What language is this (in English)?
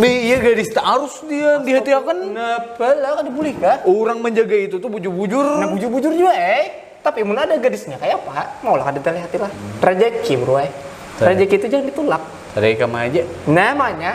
Banjar